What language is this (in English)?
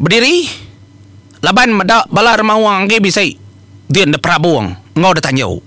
Iban